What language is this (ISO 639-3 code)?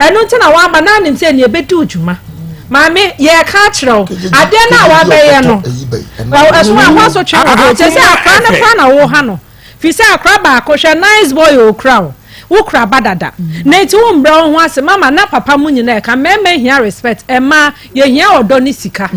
aka